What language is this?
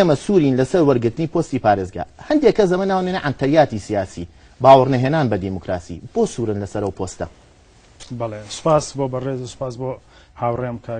Central Kurdish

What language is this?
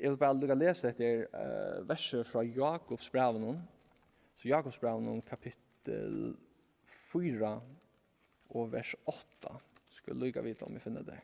Faroese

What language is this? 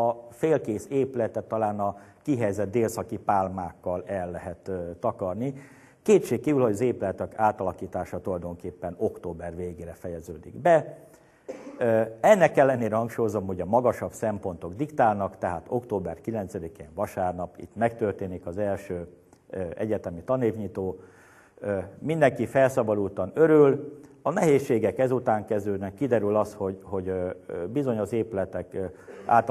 Hungarian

